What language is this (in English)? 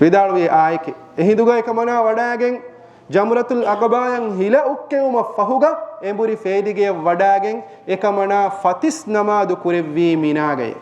Divehi